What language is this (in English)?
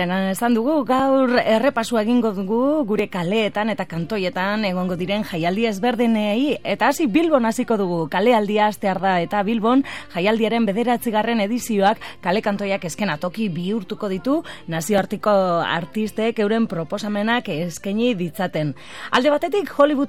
Basque